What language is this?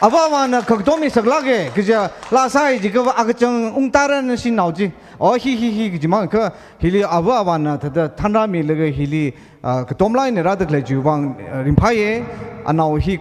Tangkhul Naga (India)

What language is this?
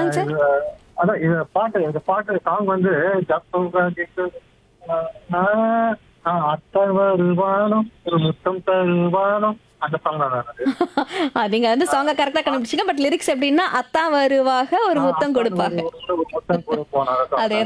Tamil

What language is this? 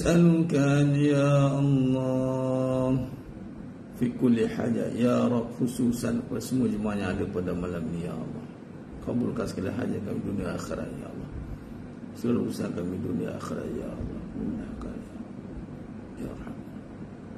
Malay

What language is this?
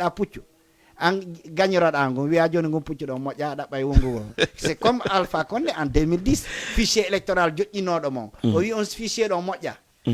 Fula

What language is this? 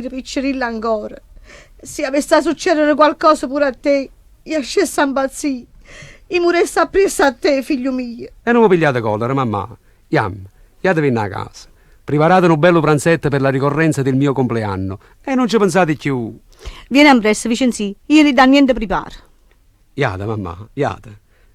Neapolitan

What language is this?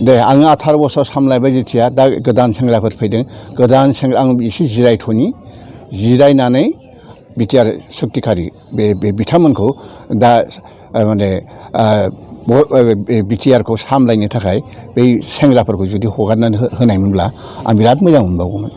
Bodo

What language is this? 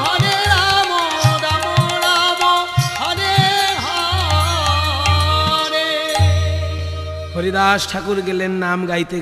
Bangla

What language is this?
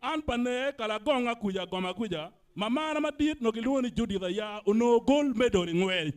Acoli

